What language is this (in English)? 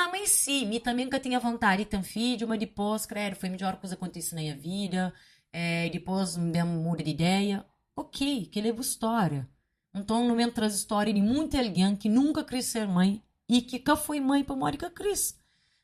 Kabuverdianu